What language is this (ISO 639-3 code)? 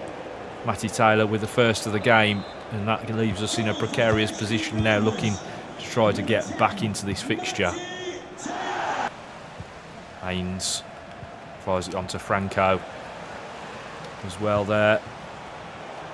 eng